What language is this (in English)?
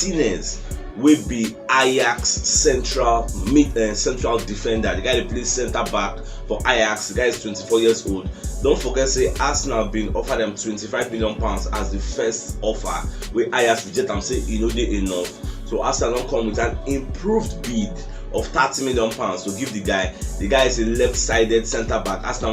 Nigerian Pidgin